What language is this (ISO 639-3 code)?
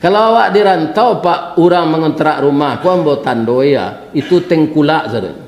min